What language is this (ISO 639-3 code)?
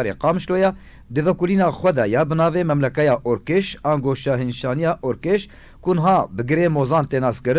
kur